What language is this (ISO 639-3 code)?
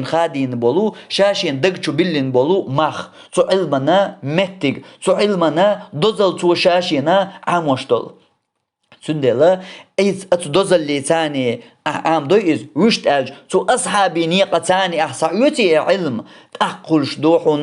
che